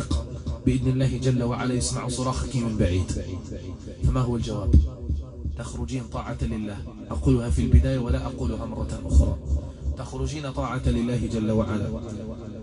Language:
Arabic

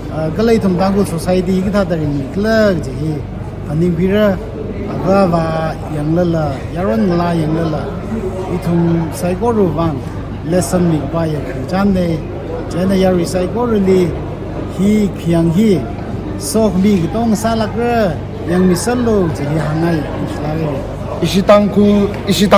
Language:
Tangkhul Naga (India)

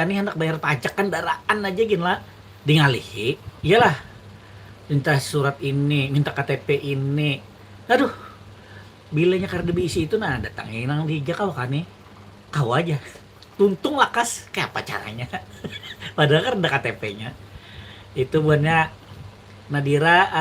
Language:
Banjar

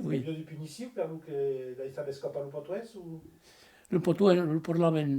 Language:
Occitan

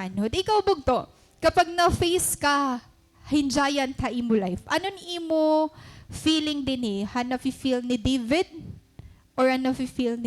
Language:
Waray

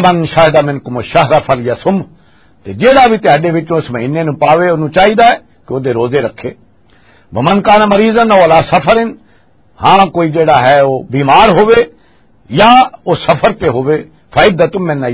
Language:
Western Panjabi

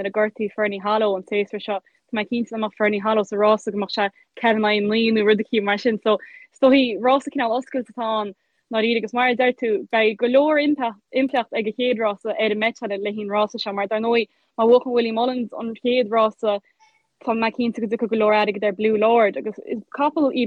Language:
Irish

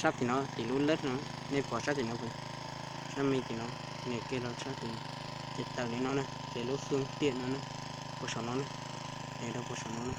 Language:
Hmong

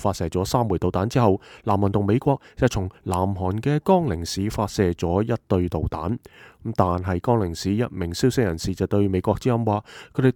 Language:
Cantonese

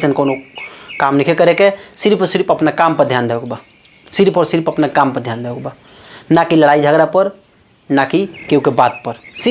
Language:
Bhojpuri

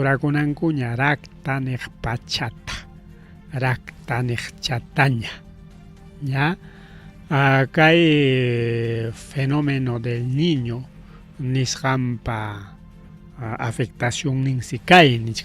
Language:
Ayacucho Quechua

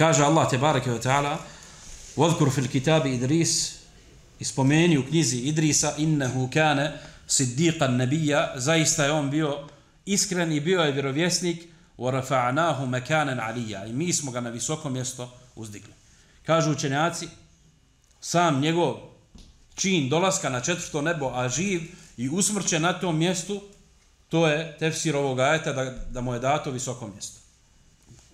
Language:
Bosnian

